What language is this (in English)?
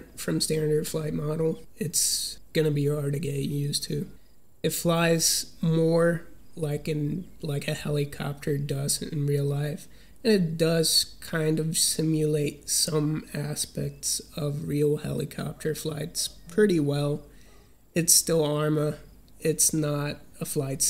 English